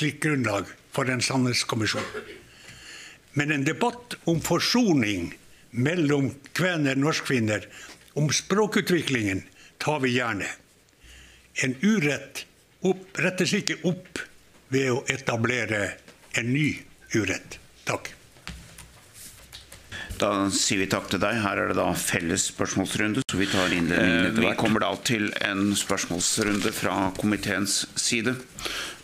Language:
Norwegian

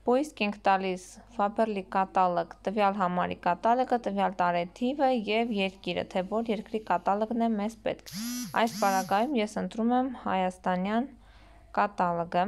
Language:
Armenian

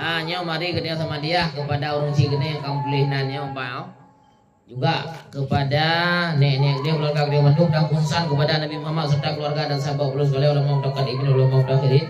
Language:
Achinese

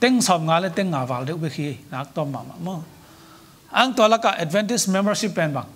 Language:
Tedim Chin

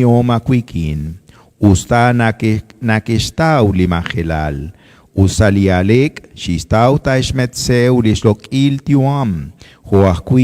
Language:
Kekchí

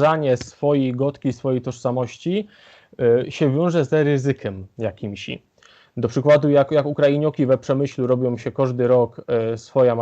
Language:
Silesian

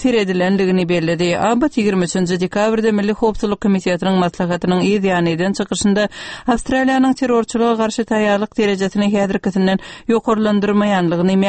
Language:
Turkmen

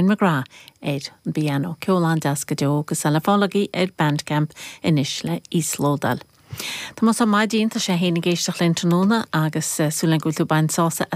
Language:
Irish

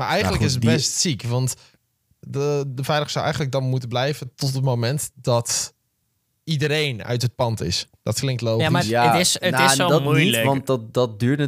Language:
Dutch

